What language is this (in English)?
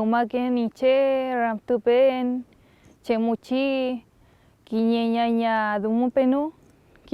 Mapuche